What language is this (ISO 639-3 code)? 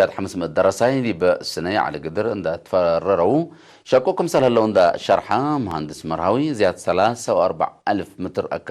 tig